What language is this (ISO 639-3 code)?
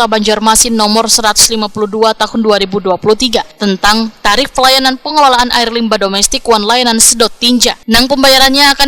bjn